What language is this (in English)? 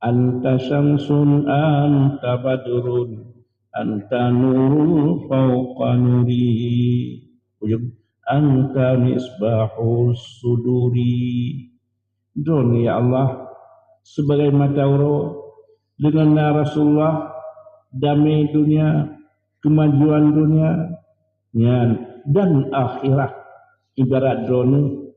Achinese